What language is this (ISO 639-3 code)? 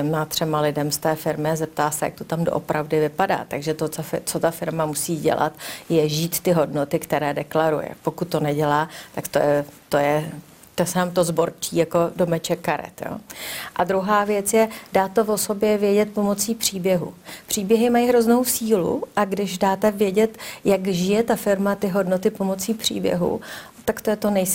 ces